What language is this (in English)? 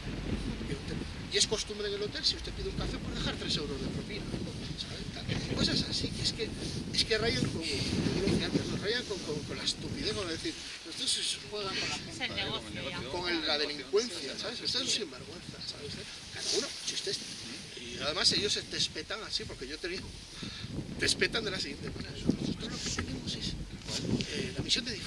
Spanish